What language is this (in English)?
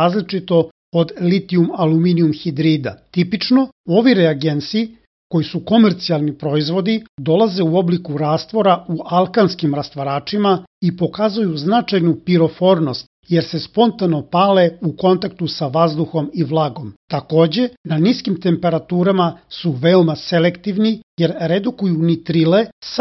Serbian